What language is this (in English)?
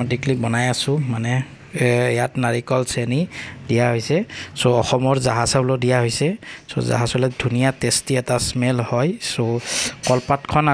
Assamese